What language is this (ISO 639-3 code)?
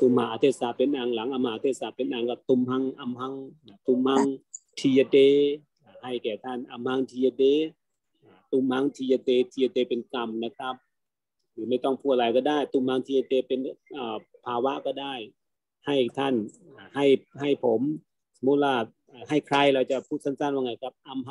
tha